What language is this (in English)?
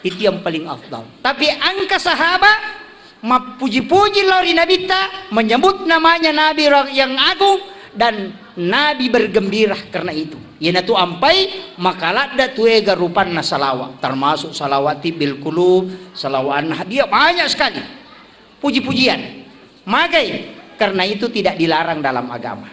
Buginese